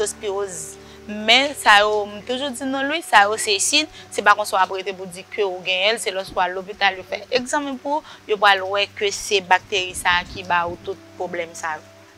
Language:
Haitian Creole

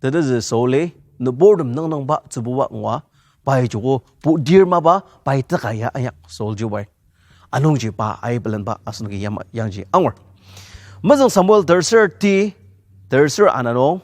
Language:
Ao Naga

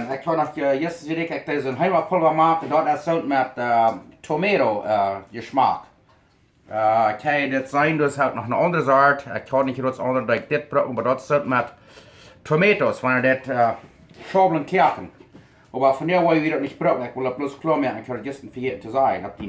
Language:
Plautdietsch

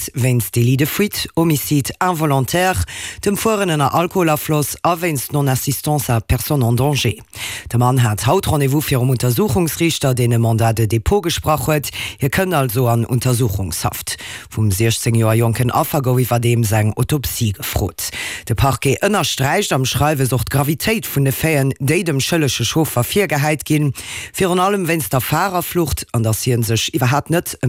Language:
Luxembourgish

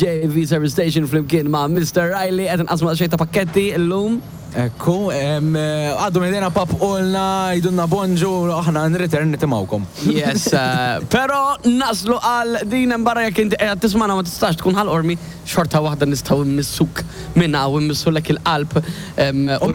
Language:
Maltese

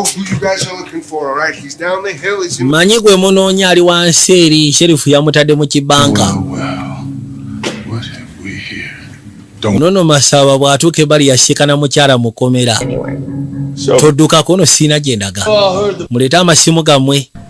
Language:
Ganda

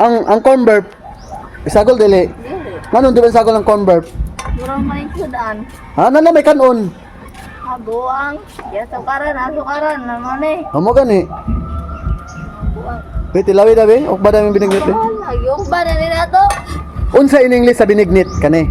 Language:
Cebuano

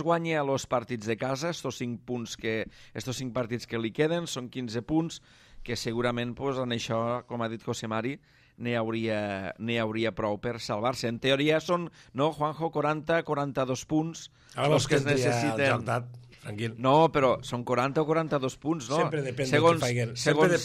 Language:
Catalan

